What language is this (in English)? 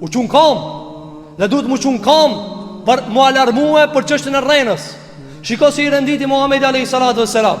Albanian